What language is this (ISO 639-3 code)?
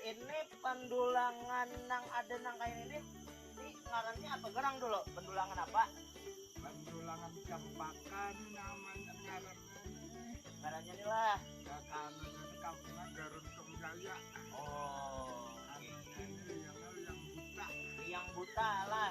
bjn